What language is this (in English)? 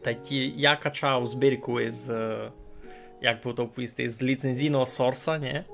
Rusyn